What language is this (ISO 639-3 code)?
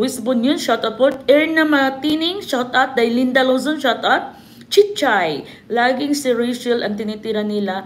fil